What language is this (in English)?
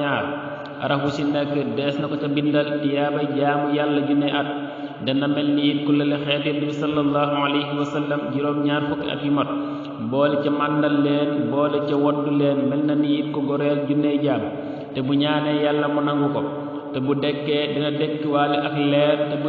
Wolof